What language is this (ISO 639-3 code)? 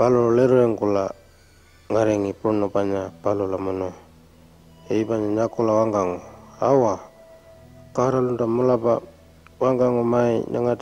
pjt